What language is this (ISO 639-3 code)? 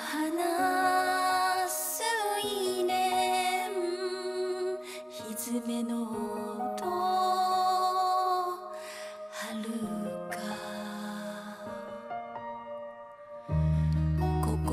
jpn